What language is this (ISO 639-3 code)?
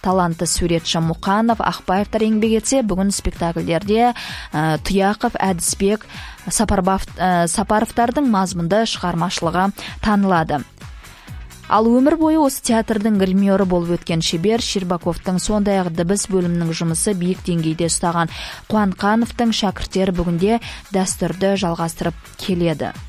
kaz